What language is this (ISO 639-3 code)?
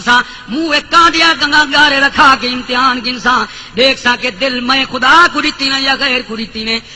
skr